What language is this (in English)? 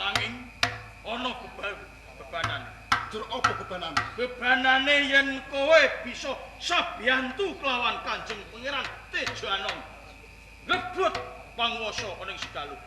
Javanese